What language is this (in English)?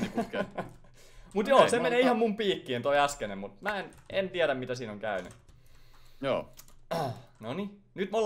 Finnish